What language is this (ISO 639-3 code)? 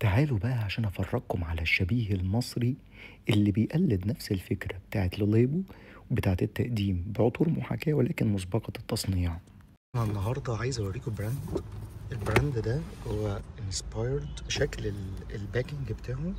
arz